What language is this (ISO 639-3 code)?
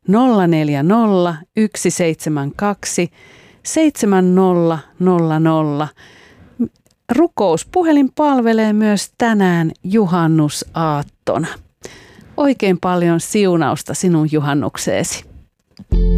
fin